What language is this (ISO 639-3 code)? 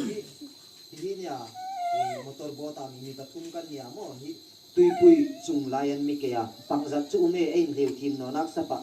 hmr